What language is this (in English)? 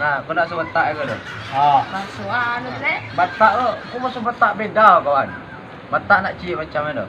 Minangkabau